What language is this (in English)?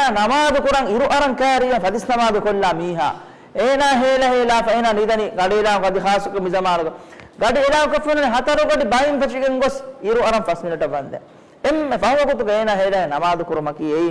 Divehi